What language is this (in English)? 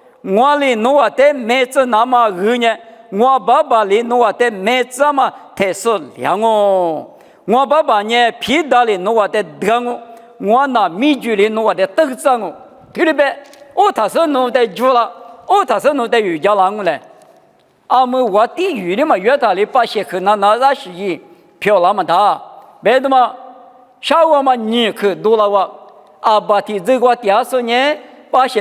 Lisu